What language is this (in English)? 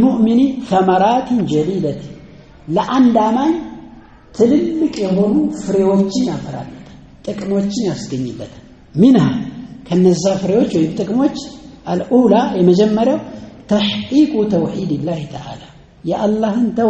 Amharic